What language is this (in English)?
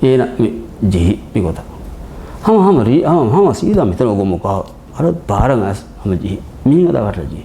Divehi